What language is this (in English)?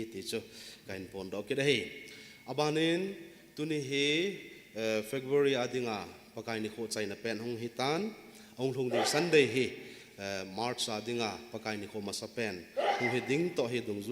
Thado Chin